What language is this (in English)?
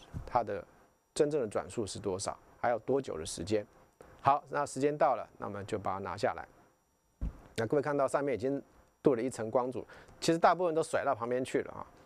Chinese